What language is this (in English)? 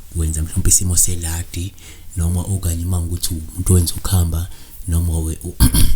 Zulu